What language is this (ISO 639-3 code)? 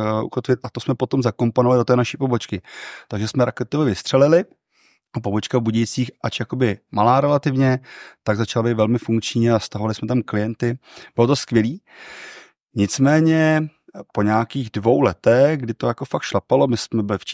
ces